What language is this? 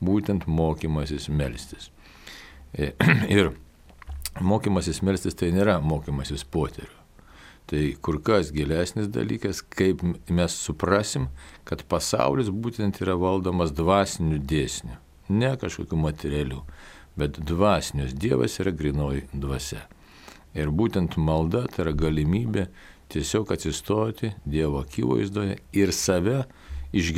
Lithuanian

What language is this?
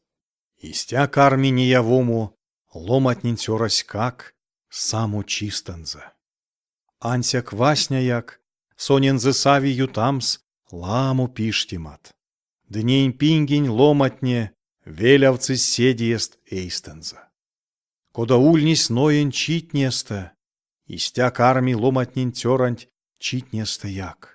Erzya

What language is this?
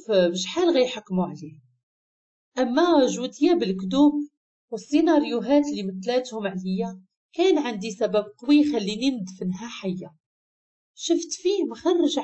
Moroccan Arabic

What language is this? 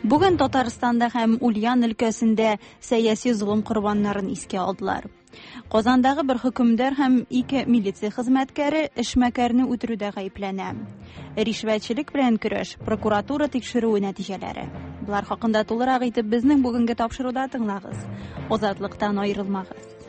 Tatar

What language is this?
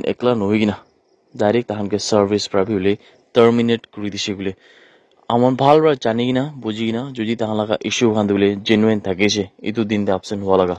Naga Pidgin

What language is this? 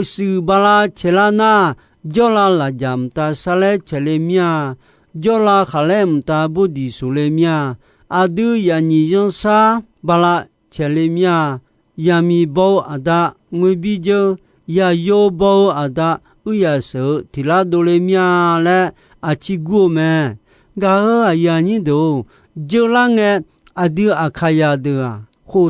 Akha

